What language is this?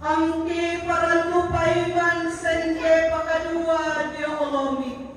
Toraja-Sa'dan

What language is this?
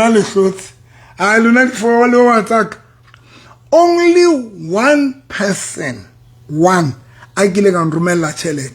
Southern Sotho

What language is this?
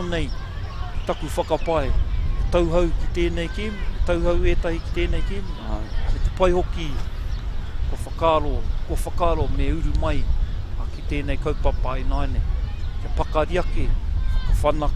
Māori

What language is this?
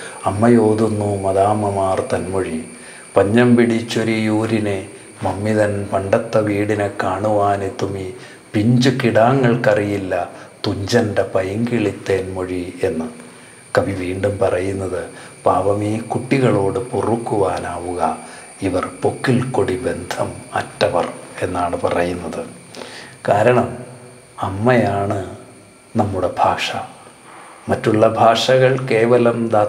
Malayalam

